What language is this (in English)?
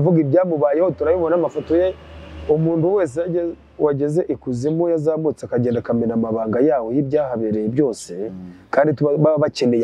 Kinyarwanda